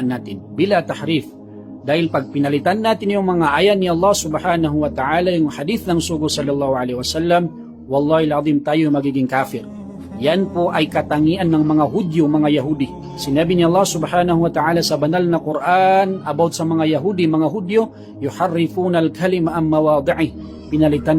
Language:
Maranao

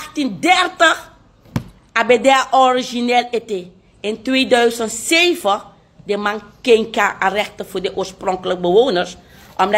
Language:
Sranan Tongo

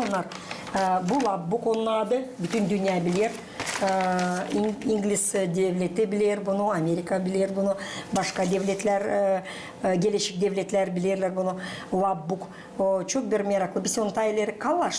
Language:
Gagauz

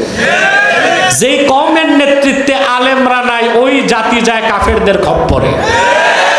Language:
Bangla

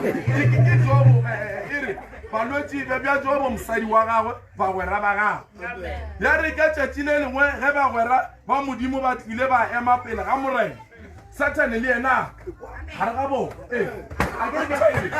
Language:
Northern Sotho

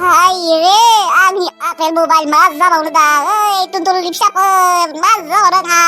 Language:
Bodo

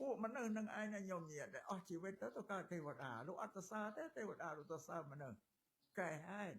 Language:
Khmer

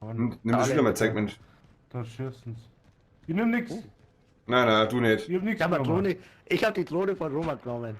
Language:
Bavarian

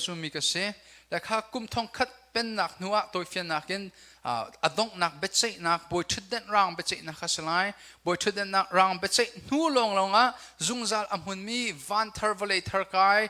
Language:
Hakha Chin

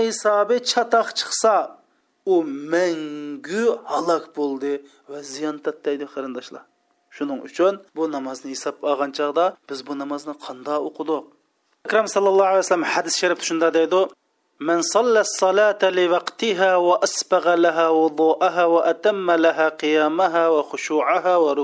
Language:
Uyghur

